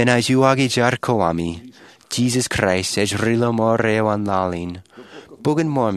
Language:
Marshallese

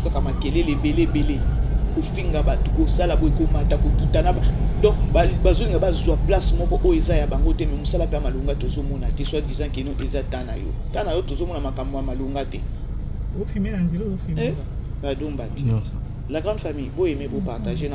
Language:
Lingala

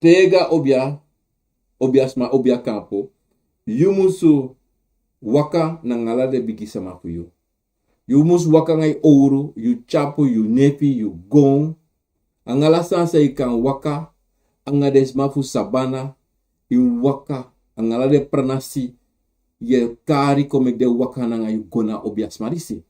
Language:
Sranan Tongo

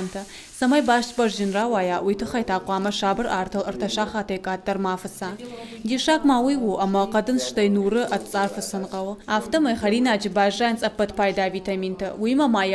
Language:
Ossetic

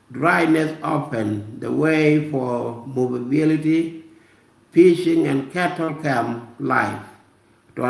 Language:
Nuer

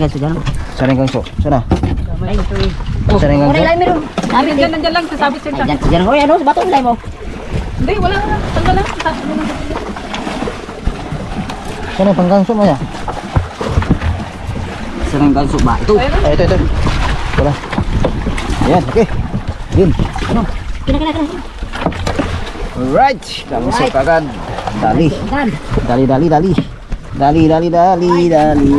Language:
Filipino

